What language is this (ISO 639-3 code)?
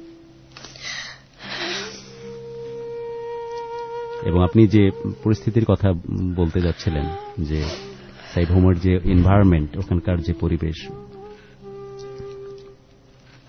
ben